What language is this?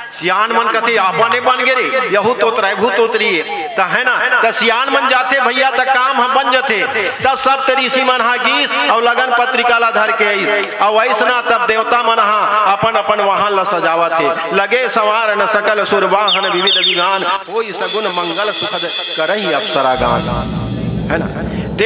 Chhattisgarhi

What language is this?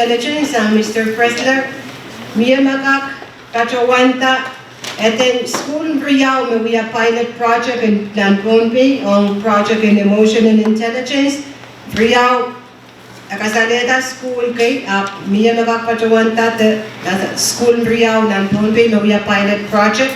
Pohnpeian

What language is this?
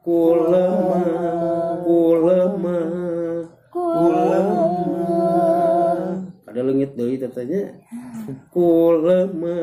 Sundanese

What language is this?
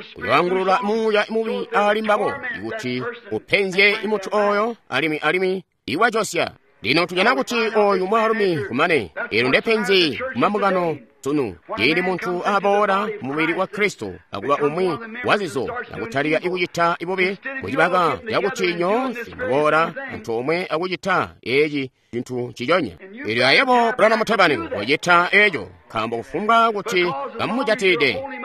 Tonga (Zambia)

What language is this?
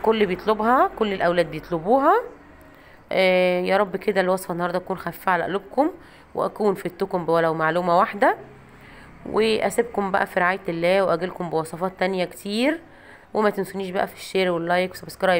Egyptian Arabic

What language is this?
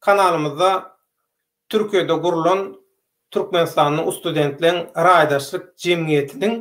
Turkmen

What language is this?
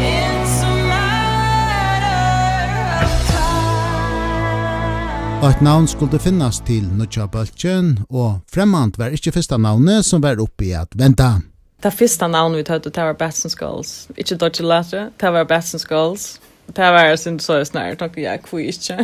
Faroese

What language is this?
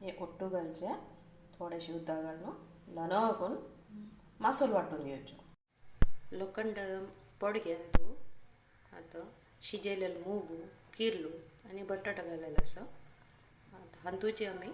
Konkani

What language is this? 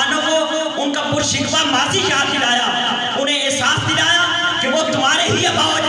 Urdu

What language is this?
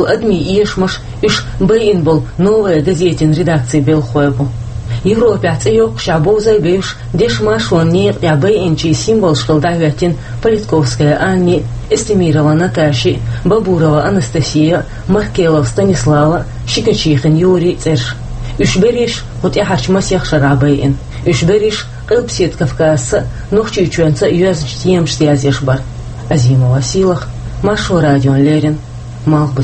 Chechen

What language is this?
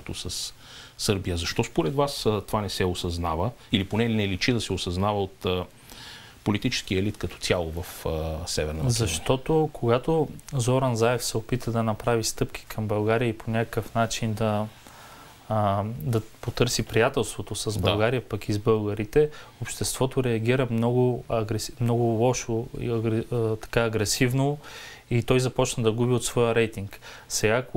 Bulgarian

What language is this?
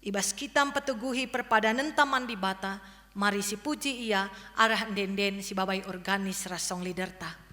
Batak Karo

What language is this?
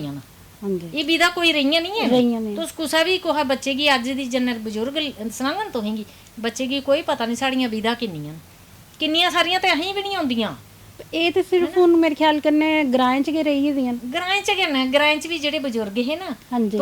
Dogri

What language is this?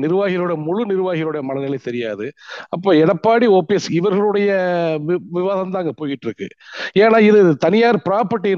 Tamil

